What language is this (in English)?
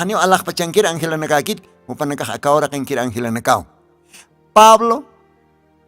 Aymara